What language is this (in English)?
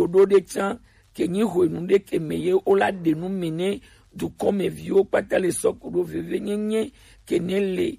Gen